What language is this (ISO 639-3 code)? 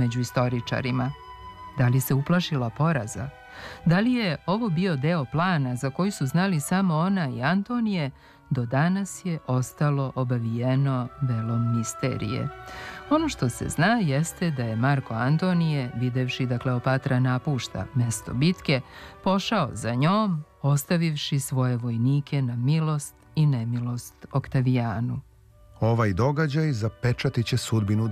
srp